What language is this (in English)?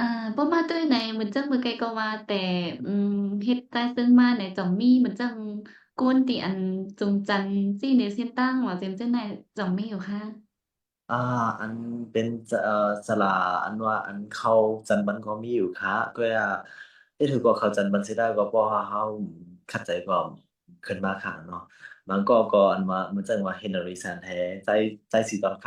Shan